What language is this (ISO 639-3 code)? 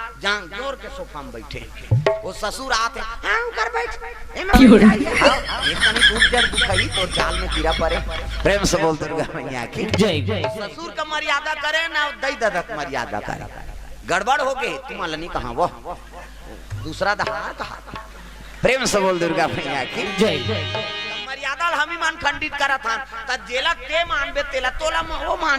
hne